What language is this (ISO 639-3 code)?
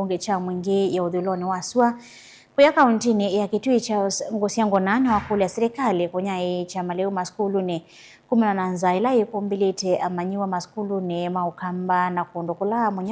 kam